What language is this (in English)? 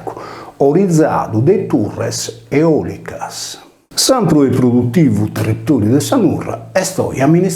Sardinian